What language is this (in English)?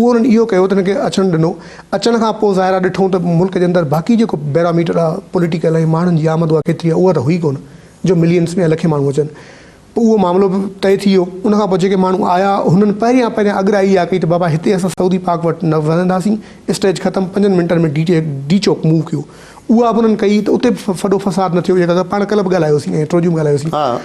Sindhi